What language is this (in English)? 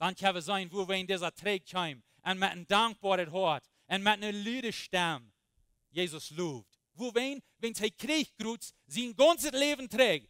Plautdietsch